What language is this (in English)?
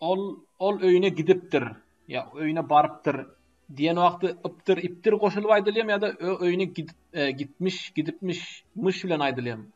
Turkmen